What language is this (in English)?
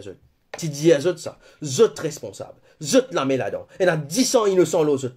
Morisyen